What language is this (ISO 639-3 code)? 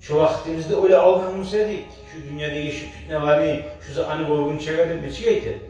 kum